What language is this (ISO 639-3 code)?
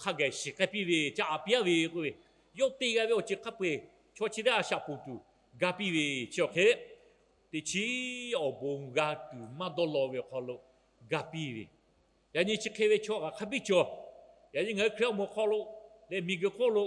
lhu